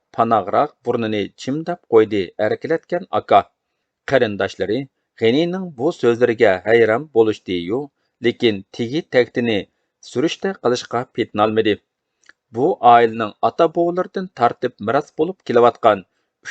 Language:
Uyghur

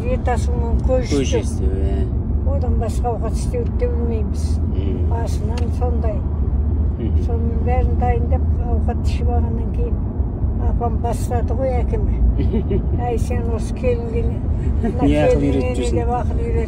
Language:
Kazakh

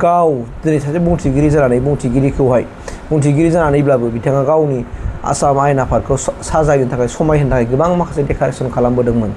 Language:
Bodo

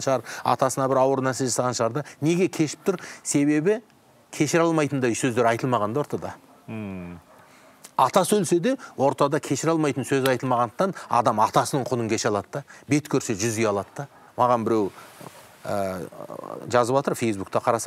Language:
Kazakh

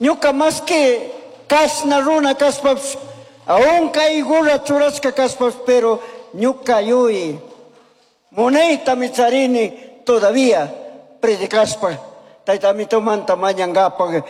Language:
Chimborazo Highland Quichua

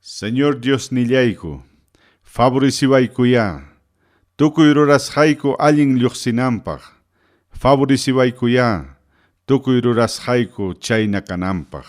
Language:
Ayacucho Quechua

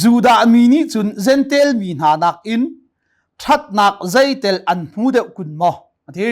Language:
Hakha Chin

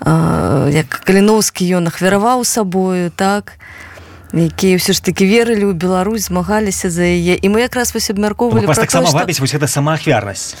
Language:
Belarusian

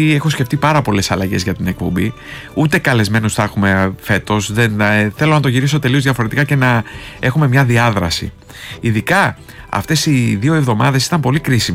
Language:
Greek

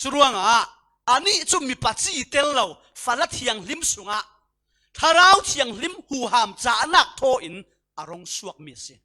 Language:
Falam Chin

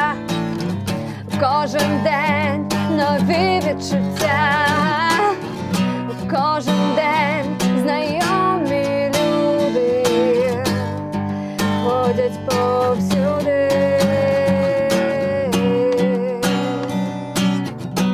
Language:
Ukrainian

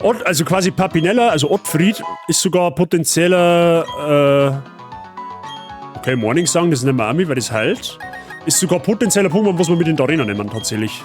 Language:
Bavarian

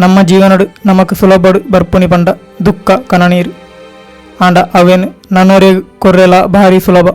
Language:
Tulu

